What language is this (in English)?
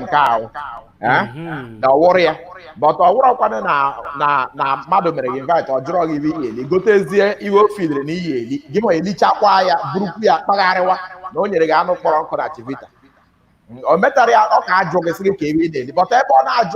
Igbo